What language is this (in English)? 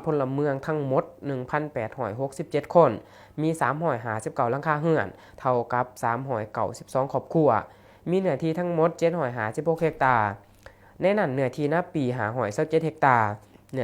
Lao